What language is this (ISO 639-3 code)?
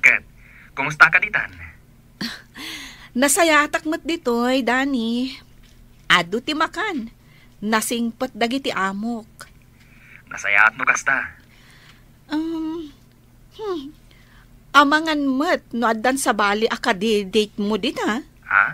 ilo